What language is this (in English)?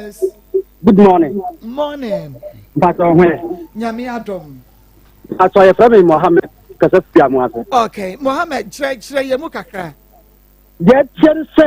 Akan